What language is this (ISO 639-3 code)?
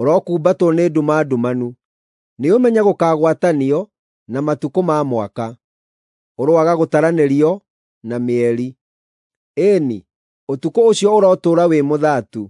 kik